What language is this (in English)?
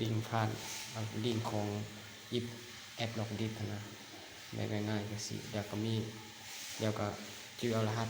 Lao